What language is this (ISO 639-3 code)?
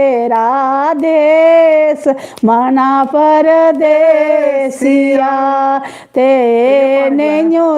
doi